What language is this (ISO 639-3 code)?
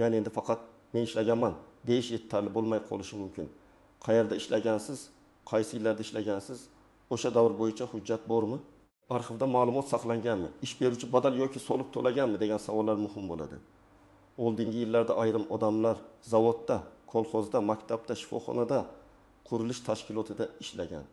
uzb